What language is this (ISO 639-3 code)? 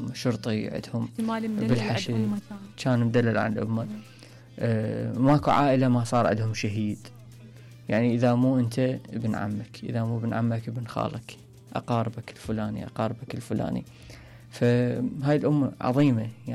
acm